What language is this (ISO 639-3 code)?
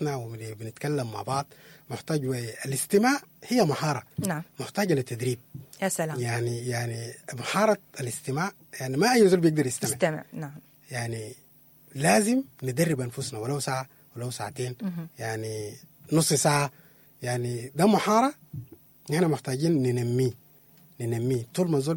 apd